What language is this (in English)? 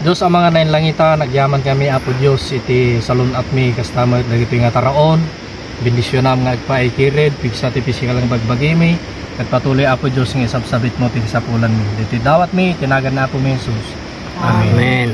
Iloko